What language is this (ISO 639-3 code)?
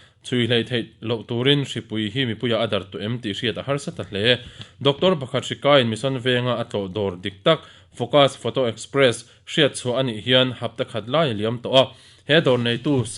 lus